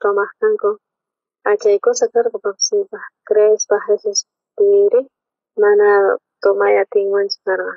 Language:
South Bolivian Quechua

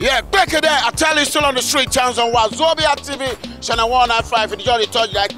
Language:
Nigerian Pidgin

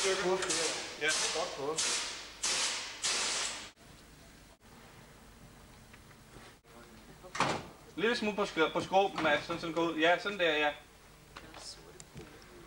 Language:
Danish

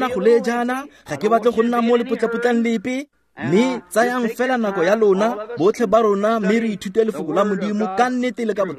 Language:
Tswana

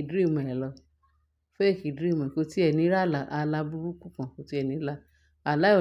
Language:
Yoruba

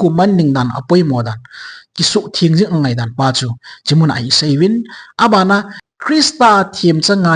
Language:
Thado Chin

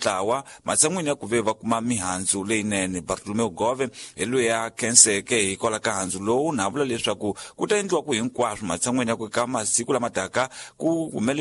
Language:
Tsonga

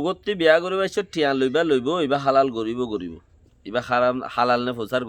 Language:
Rohingya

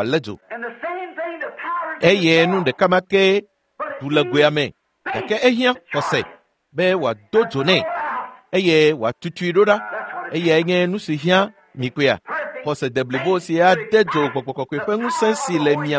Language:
Ewe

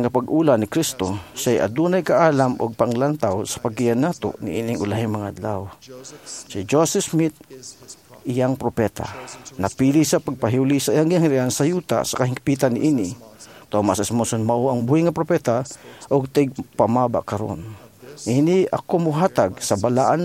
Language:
Cebuano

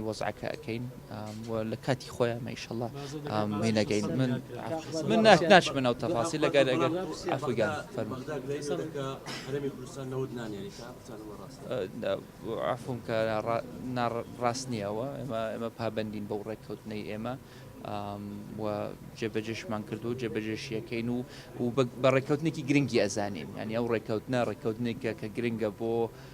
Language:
Central Kurdish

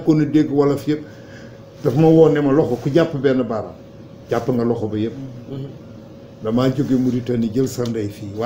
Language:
Wolof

